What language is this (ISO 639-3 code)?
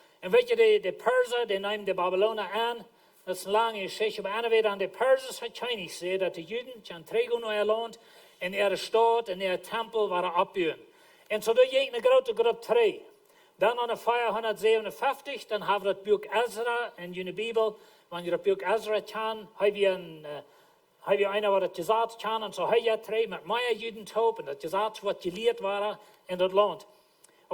pdt